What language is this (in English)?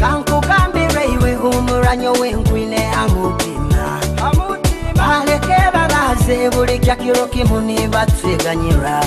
Nyoro